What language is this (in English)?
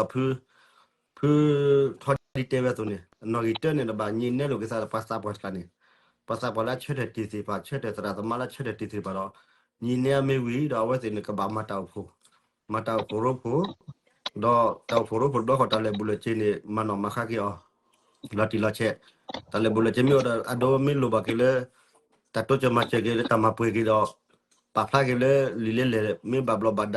S'gaw Karen